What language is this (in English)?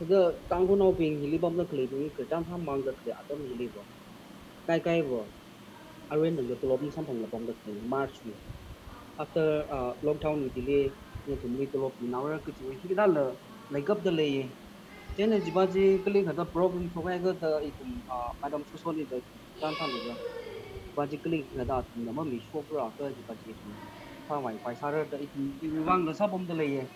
Tangkhul Naga (India)